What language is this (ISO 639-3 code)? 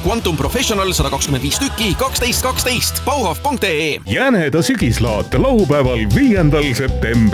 est